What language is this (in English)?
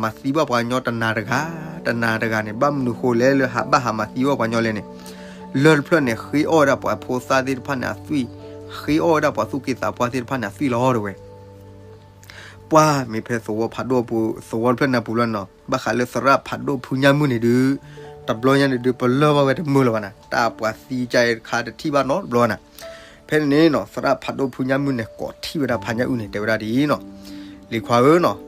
S'gaw Karen